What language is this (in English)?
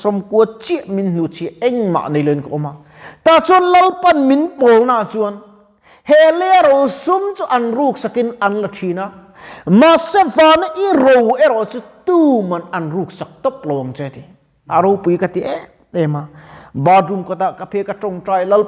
Mizo